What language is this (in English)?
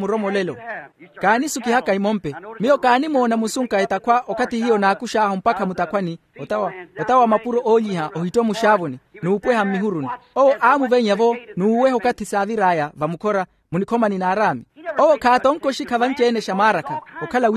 Makhuwa